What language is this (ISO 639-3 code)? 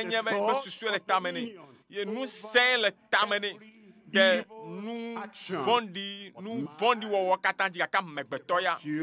ewe